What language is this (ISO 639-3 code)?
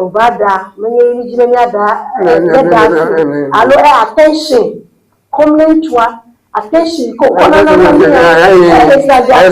ewe